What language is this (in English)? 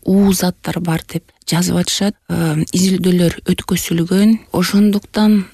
Kyrgyz